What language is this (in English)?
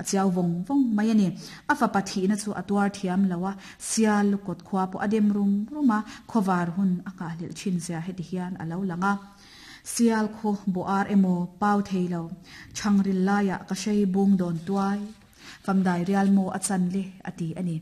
Mizo